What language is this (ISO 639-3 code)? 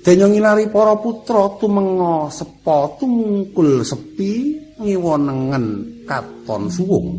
jav